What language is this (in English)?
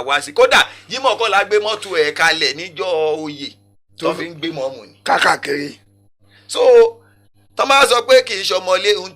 Yoruba